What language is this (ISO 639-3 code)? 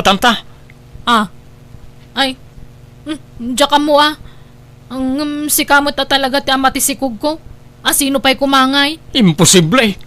ilo